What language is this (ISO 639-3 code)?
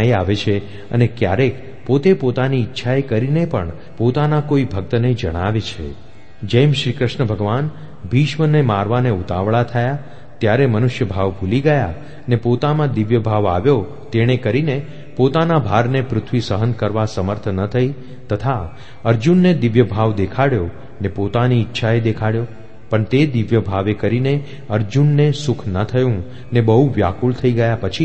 guj